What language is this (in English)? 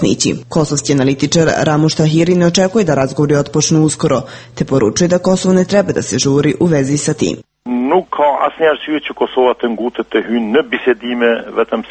Serbian